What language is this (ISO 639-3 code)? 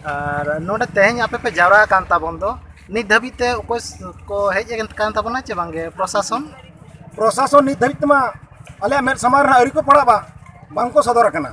sat